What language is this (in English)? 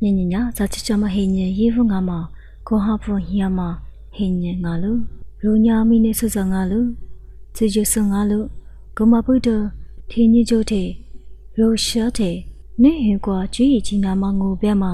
Lisu